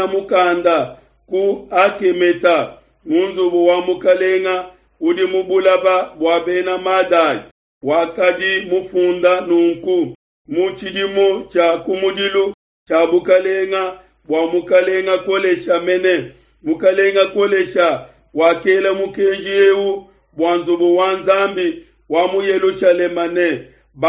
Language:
Luba-Lulua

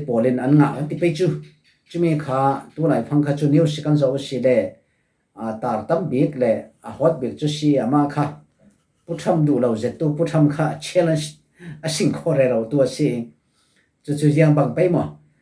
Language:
Falam Chin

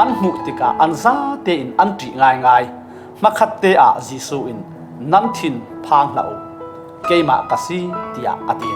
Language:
Falam Chin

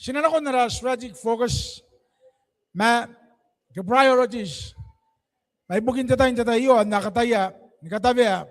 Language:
Gilbertese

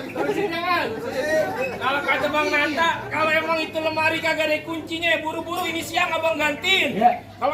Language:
Betawi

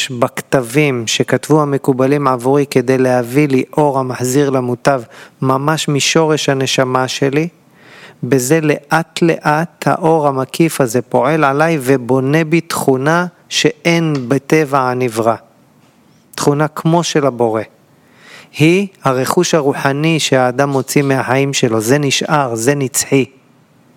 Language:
Hebrew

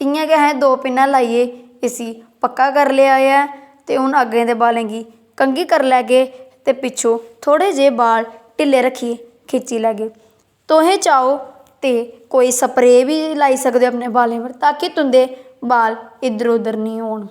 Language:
Dogri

